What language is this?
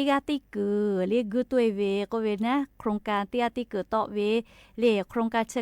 Lahu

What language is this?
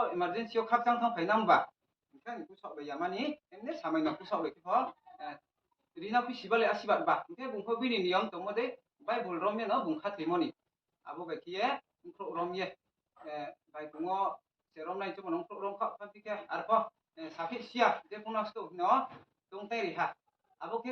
Riang (India)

